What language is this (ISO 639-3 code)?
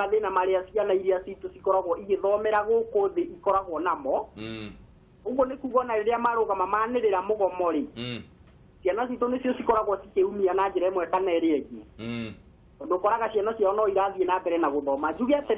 kik